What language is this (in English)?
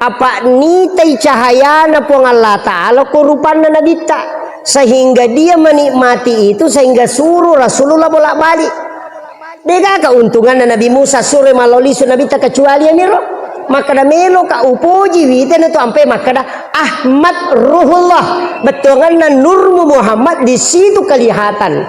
Buginese